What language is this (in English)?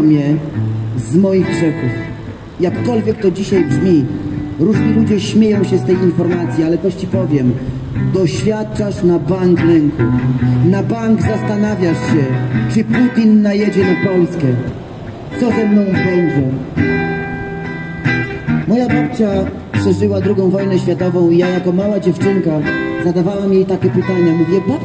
Polish